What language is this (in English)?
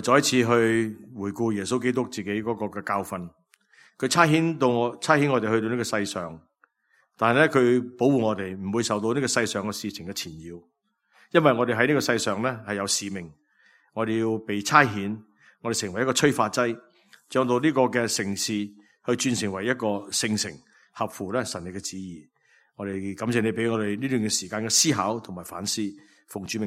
Cantonese